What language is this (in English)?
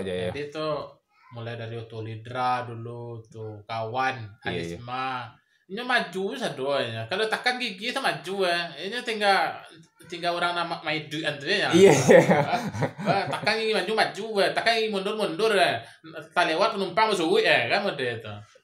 Minangkabau